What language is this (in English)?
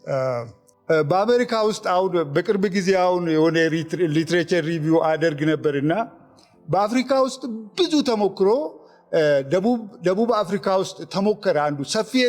Amharic